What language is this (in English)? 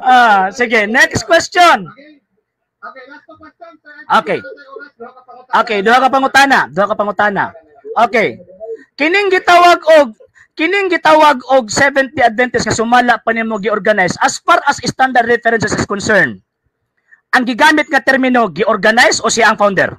Cebuano